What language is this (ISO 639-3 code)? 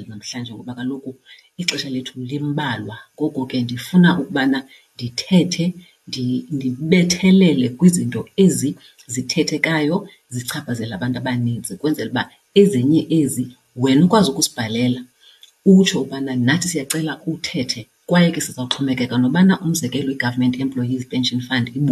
xho